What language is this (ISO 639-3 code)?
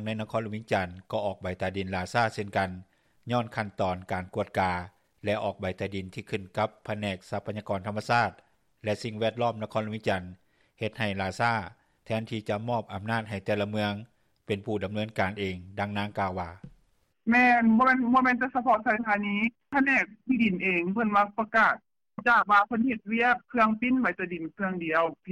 lao